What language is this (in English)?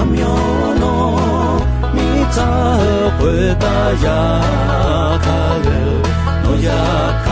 Akha